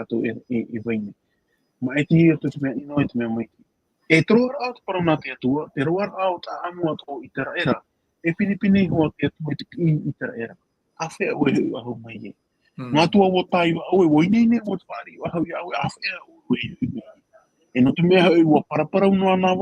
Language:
Tahitian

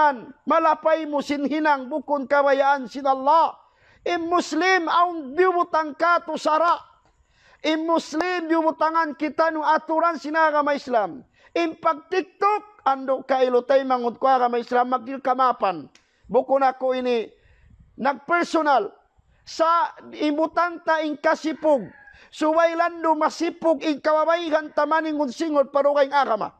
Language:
Tausug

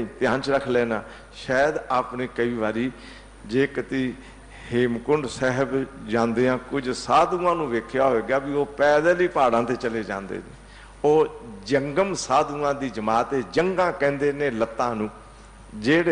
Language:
Punjabi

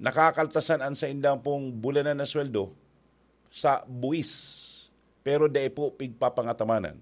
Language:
Bikol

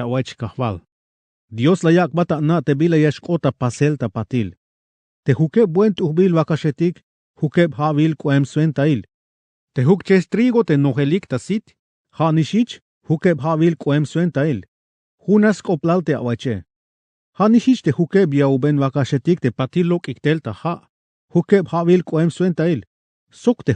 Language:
Tzeltal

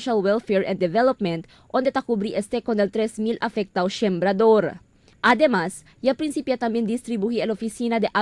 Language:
Chavacano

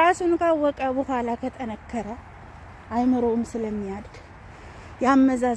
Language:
Amharic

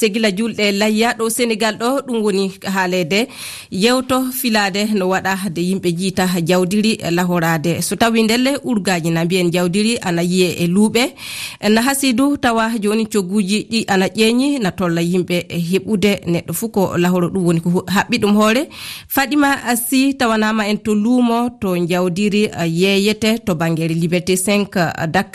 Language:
Fula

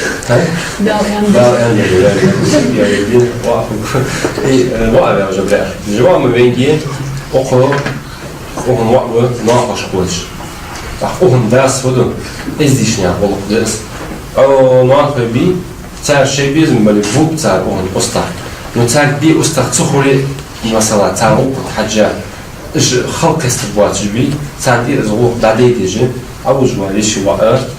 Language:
Ingush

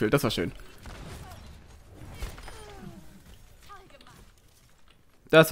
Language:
German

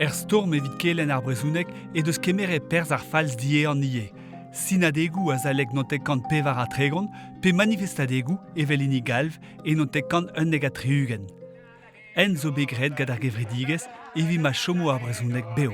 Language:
Breton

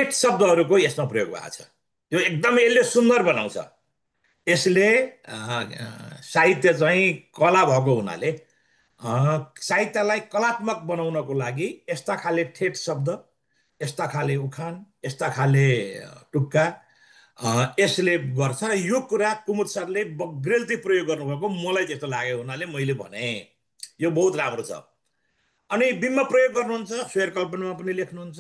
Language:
Nepali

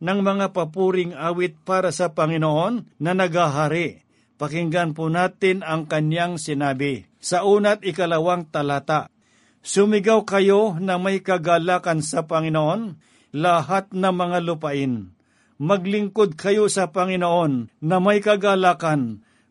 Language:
Filipino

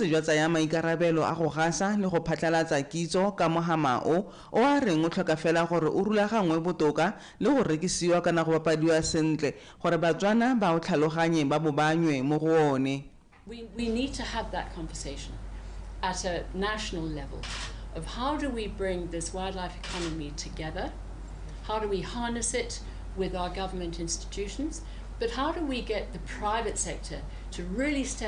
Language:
Tswana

